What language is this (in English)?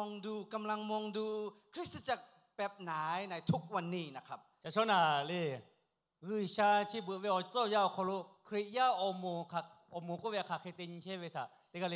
Lahu